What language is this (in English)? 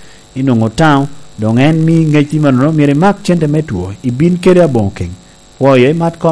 Lango (Uganda)